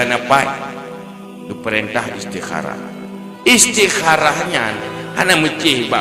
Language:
Achinese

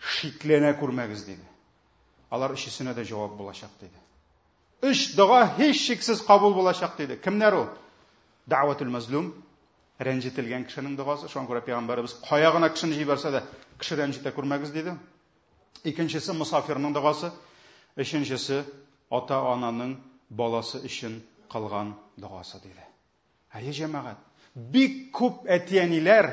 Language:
Tatar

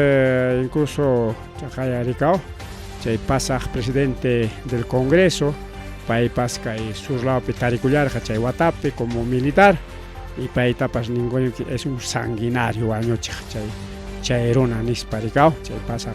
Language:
Ayacucho Quechua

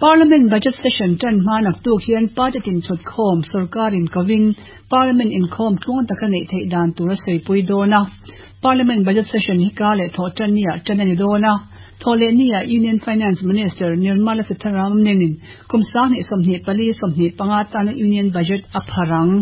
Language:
Mizo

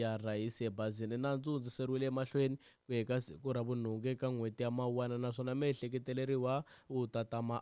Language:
Tsonga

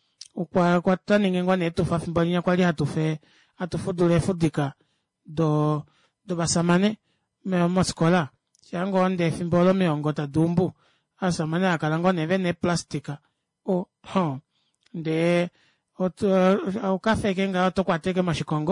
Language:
Kuanyama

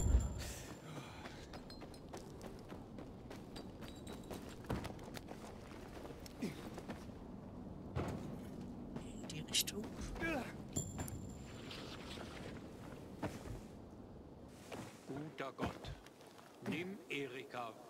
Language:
German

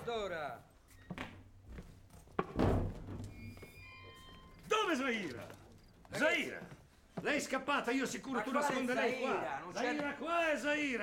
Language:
Italian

